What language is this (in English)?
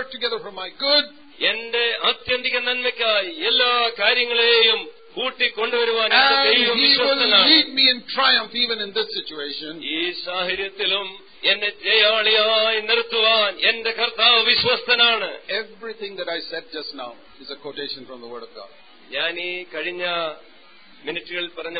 Malayalam